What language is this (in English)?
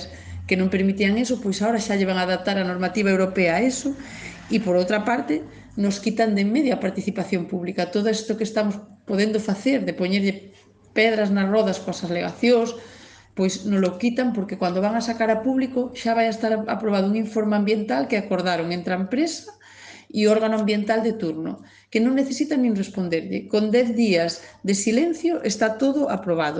Galician